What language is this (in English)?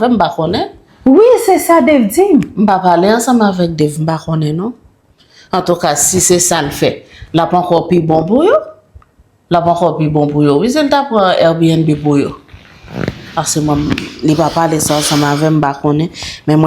Haitian Creole